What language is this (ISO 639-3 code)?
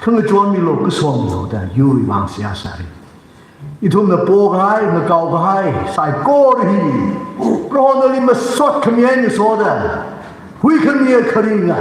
nmf